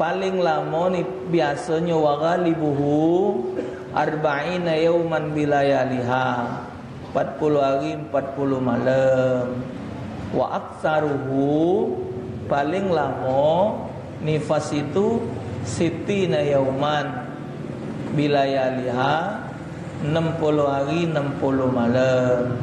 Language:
Musi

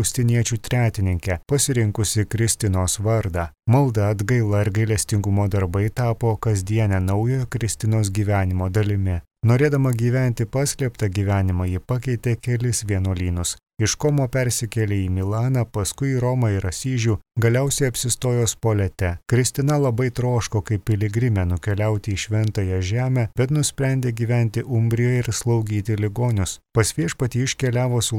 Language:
Lithuanian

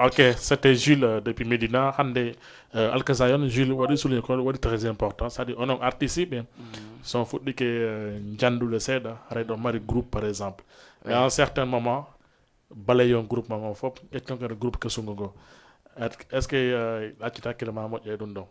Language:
Fula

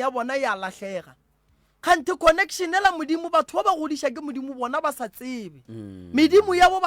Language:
Northern Sotho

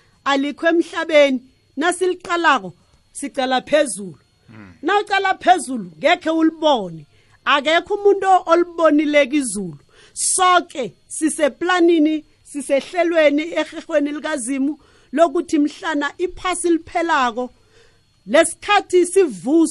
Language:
South Ndebele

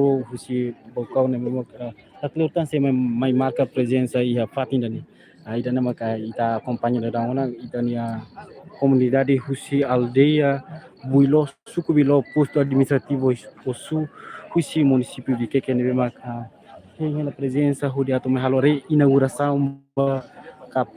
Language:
Tetum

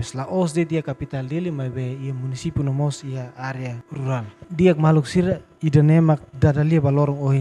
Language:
Tetum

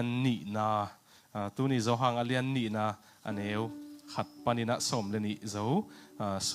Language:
Tedim Chin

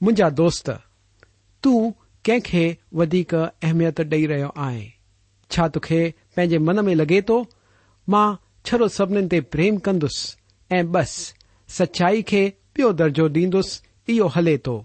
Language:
Sindhi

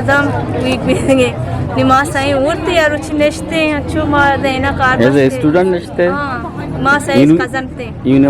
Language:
Eastern Balochi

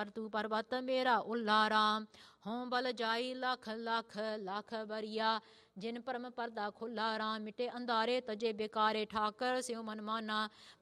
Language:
Punjabi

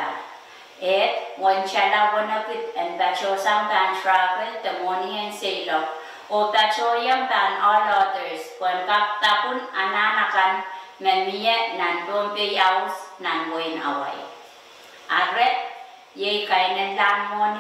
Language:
Pohnpeian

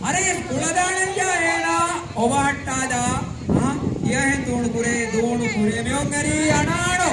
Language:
Divehi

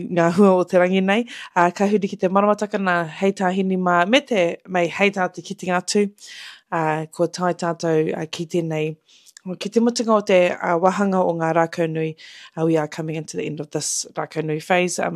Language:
Māori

